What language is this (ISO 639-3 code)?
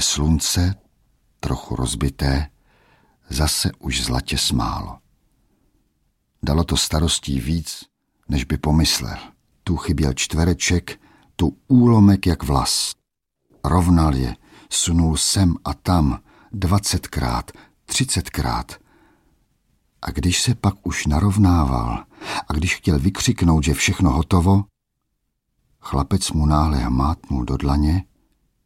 ces